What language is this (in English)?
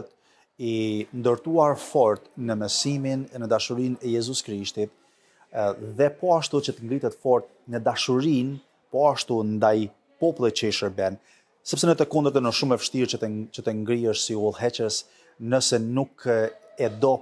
Albanian